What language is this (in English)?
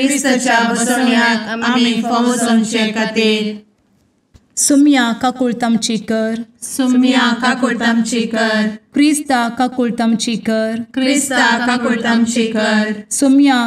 Konkani